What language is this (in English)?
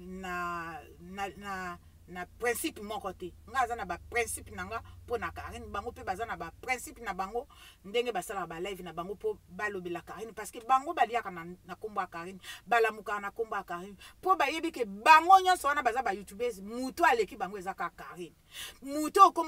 Lingala